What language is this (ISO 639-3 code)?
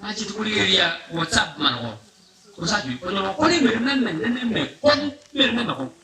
guz